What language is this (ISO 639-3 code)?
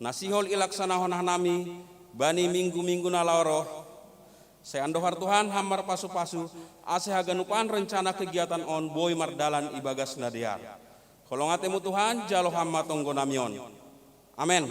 bts